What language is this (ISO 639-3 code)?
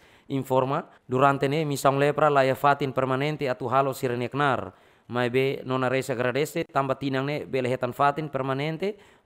tet